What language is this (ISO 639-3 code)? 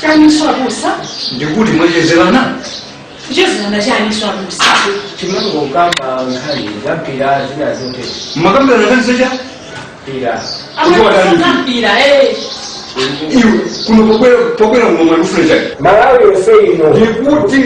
nya